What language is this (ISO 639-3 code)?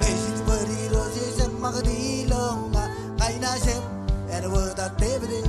mah